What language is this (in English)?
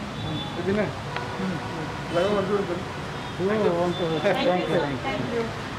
Marathi